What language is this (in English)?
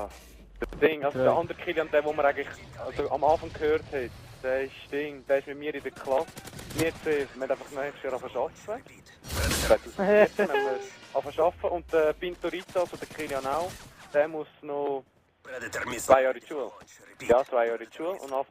Swiss German